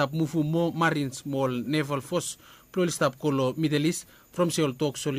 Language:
Bislama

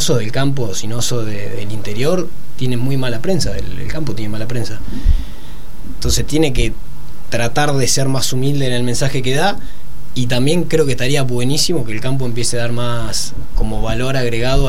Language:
Spanish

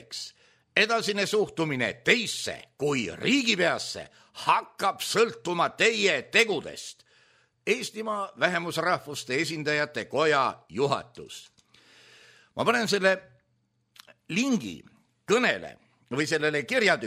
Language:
Estonian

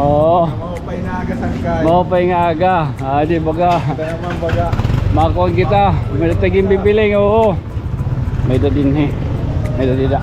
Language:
Waray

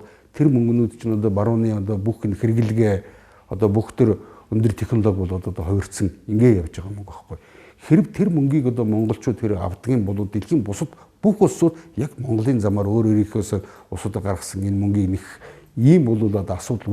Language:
Mongolian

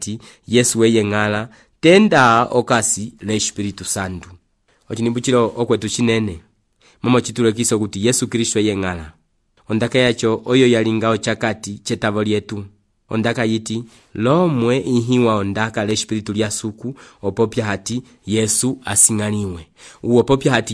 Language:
Umbundu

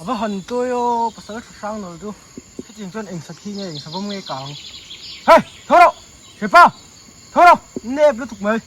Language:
Mizo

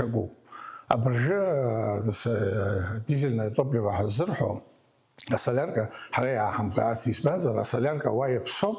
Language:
Abkhazian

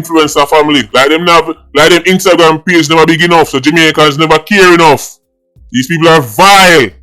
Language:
Jamaican Creole English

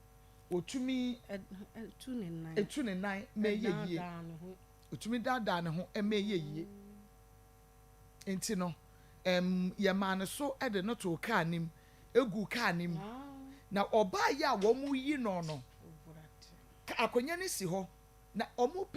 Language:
Akan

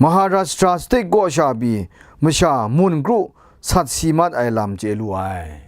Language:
Kachin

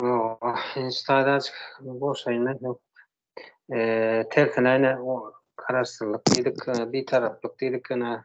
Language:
Turkmen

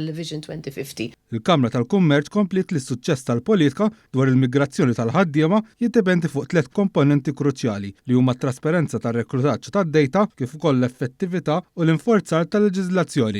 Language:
Maltese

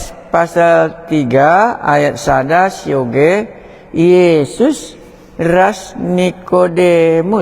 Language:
Batak Karo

